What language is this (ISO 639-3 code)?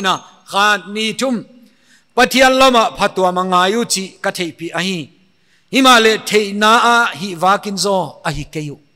pck